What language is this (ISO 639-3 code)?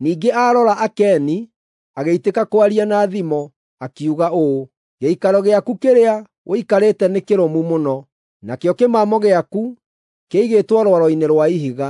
kik